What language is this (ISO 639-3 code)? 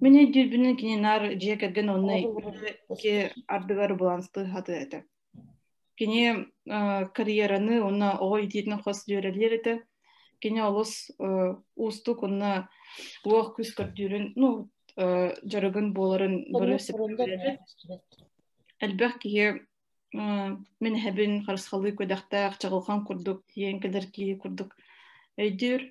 sah